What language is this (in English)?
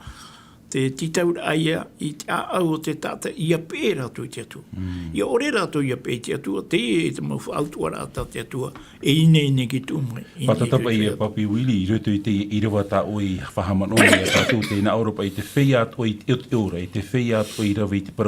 Tahitian